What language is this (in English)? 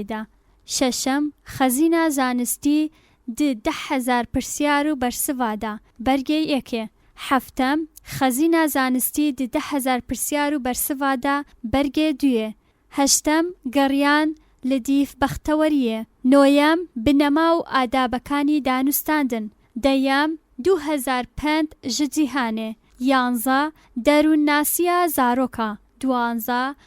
Central Kurdish